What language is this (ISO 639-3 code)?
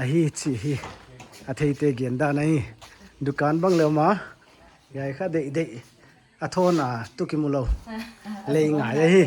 pck